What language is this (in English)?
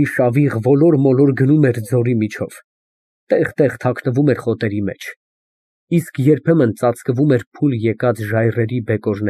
Armenian